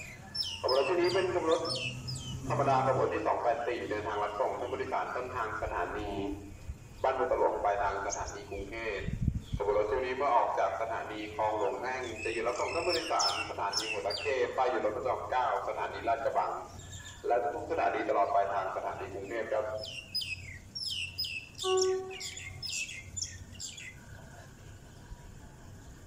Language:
Thai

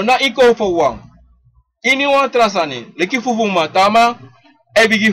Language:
Sranan Tongo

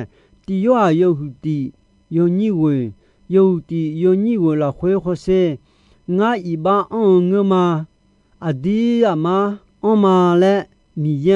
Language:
Akha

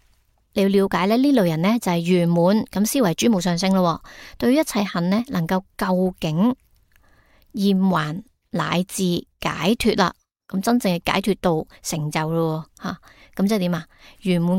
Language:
Cantonese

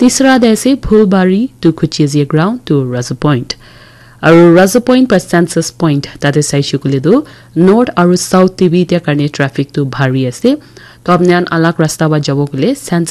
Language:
Naga Pidgin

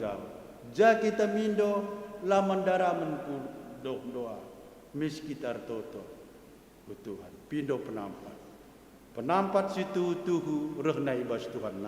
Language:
Batak Karo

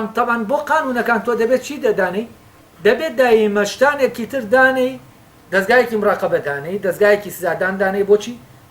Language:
Central Kurdish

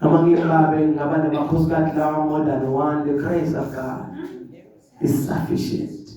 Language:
Zulu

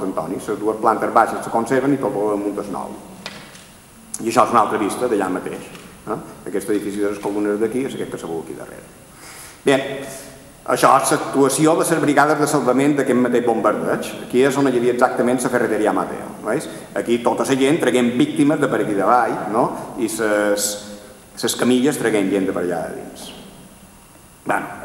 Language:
Catalan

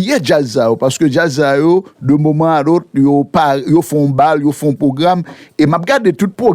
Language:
Haitian Creole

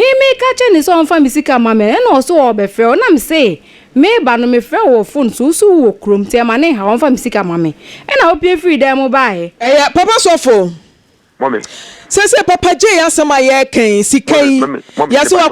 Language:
Akan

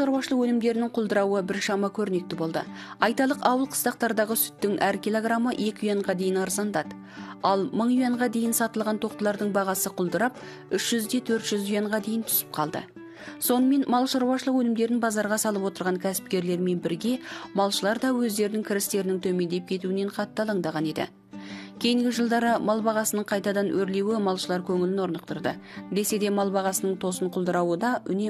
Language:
Kazakh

